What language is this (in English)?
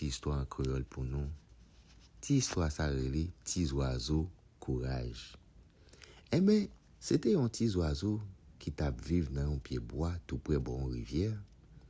Haitian Creole